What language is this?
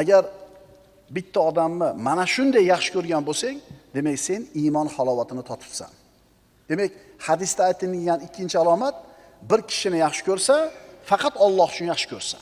Uzbek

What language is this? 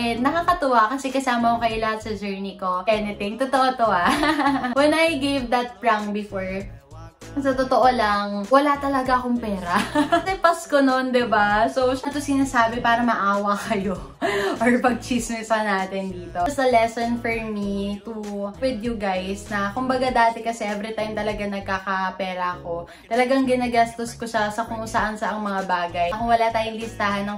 Filipino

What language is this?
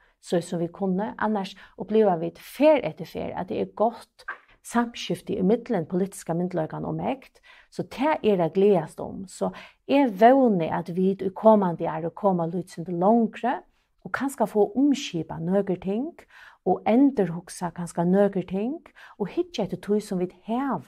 Faroese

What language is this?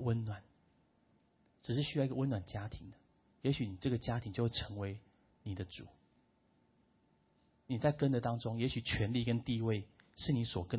Chinese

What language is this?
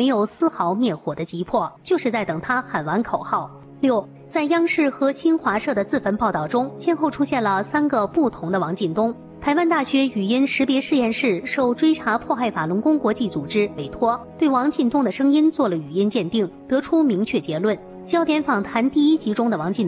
Chinese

